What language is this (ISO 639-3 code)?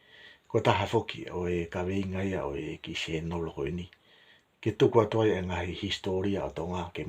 ton